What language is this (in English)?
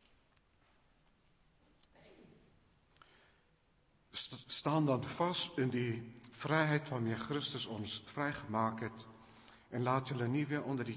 Afrikaans